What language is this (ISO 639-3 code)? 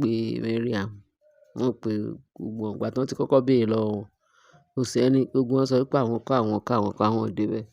yor